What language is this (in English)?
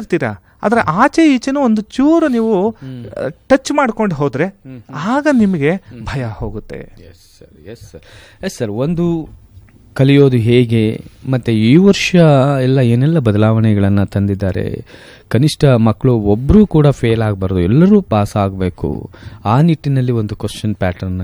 Kannada